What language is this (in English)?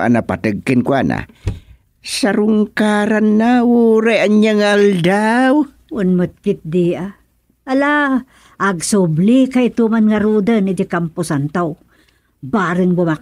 Iloko